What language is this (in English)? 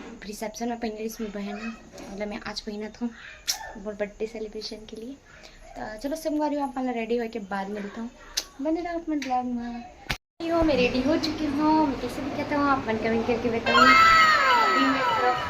Chhattisgarhi